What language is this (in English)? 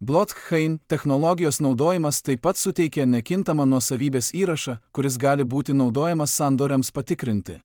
Lithuanian